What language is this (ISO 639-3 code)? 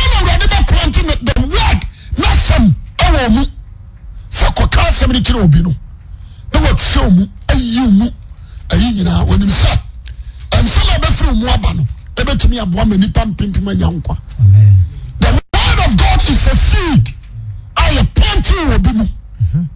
aka